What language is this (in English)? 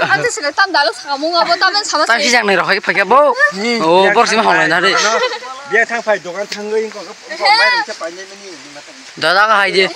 Kok Borok